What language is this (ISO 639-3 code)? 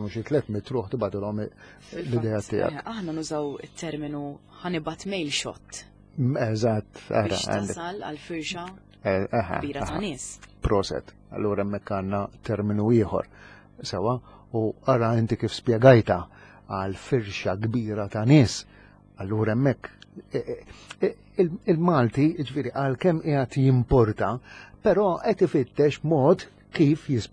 mlt